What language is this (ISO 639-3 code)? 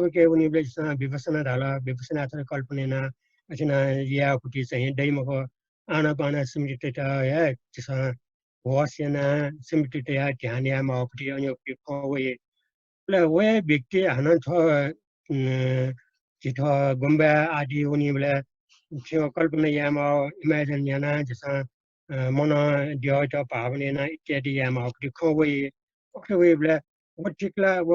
new